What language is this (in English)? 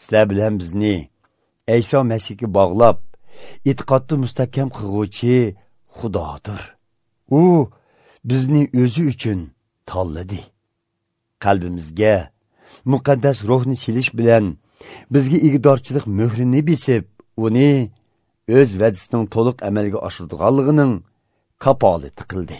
Uyghur